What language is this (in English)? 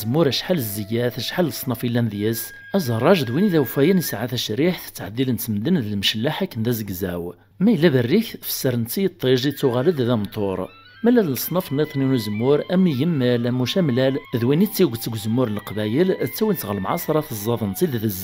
Kabyle